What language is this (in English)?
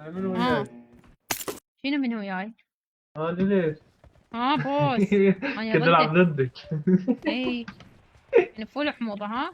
Mesopotamian Arabic